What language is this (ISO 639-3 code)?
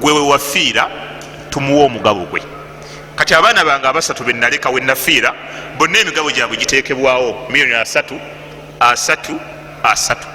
lug